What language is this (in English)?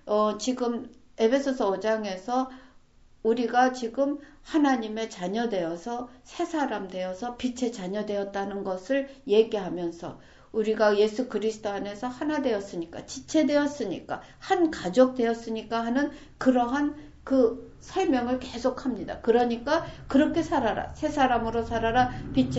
Korean